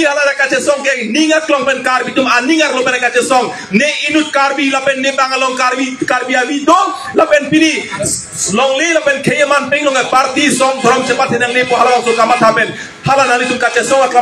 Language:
Karbi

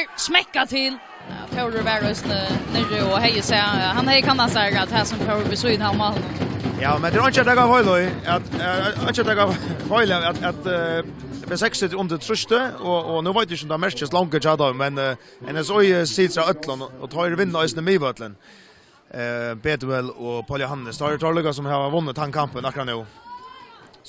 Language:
Faroese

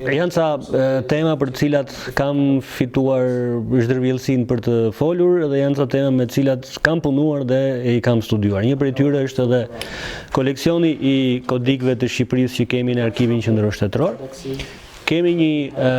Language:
Albanian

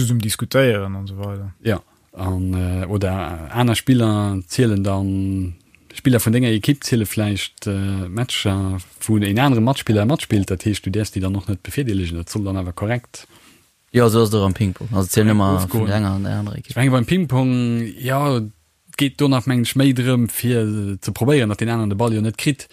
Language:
Luxembourgish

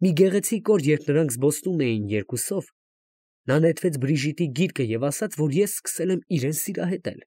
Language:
Armenian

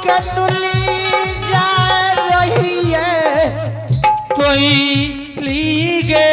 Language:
Angika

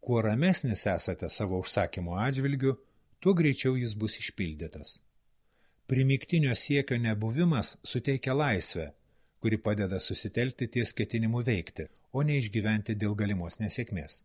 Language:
Lithuanian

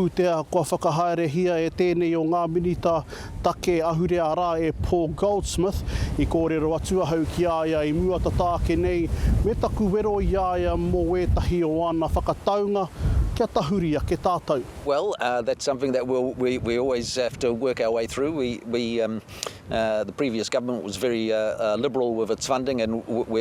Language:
Māori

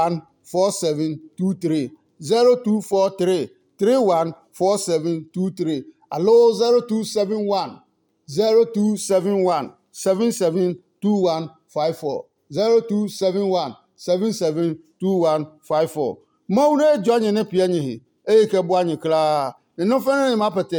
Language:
Adangme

